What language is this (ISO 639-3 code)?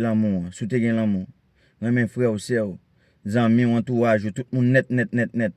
hat